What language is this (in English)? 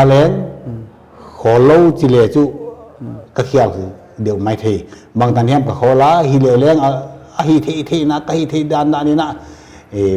Paite Chin